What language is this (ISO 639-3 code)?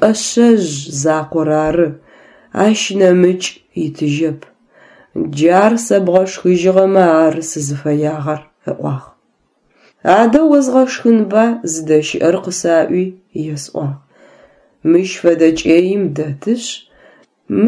ady